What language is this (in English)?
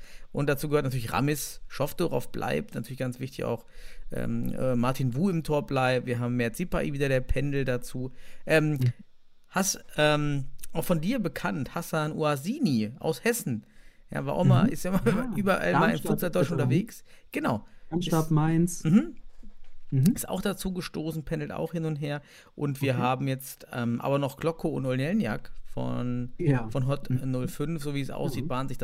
German